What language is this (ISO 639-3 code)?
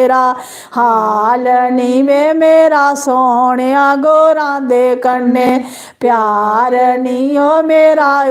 doi